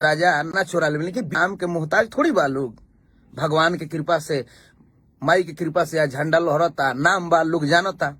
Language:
Bhojpuri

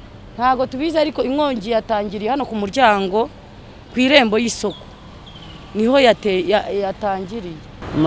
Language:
Kinyarwanda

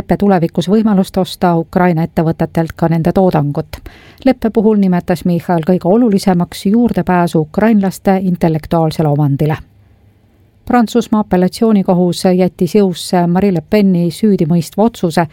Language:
Estonian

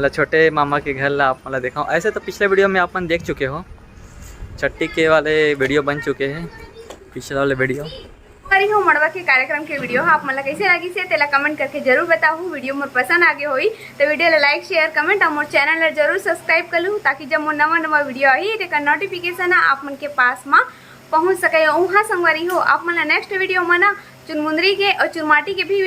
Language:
Chhattisgarhi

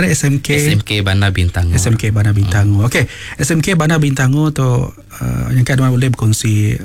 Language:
Iban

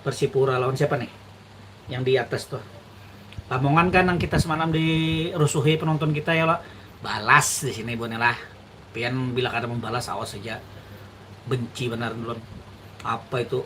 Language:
Banjar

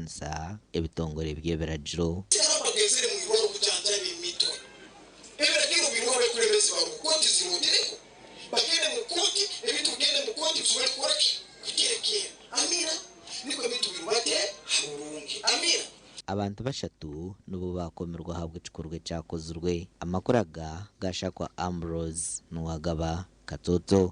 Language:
Nyankole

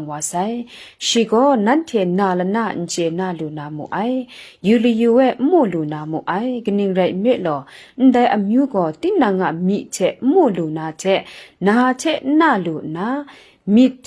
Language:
Kachin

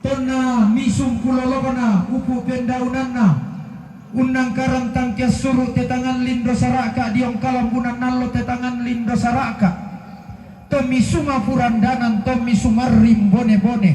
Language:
Toraja-Sa'dan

